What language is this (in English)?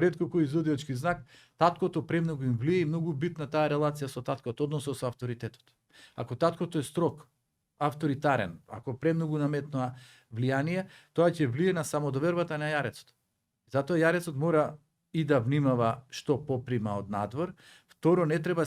Macedonian